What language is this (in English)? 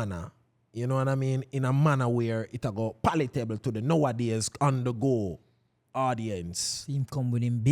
Jamaican Creole English